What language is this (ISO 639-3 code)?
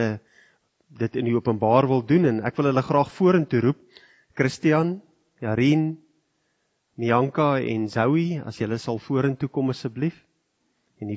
afr